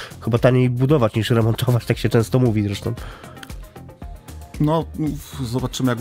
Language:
Polish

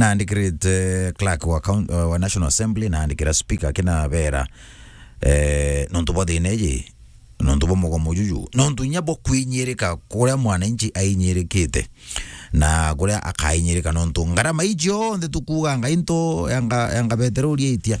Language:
Meru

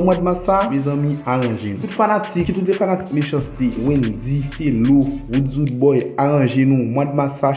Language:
Haitian Creole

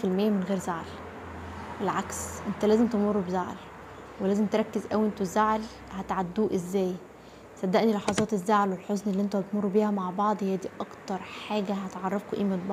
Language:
Egyptian Arabic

